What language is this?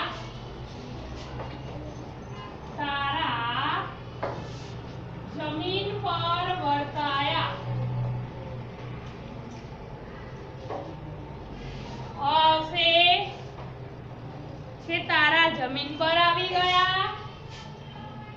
Gujarati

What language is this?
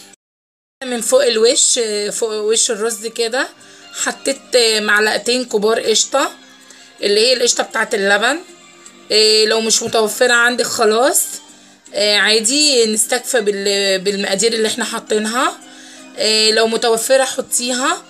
Egyptian Arabic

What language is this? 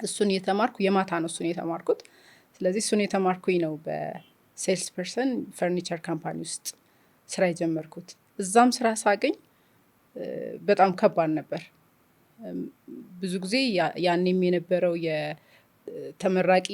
Amharic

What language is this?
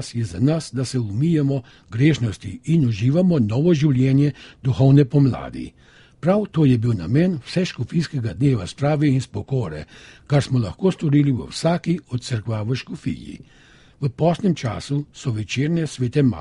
Slovenian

